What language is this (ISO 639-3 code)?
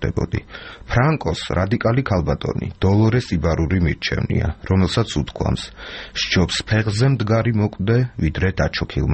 kat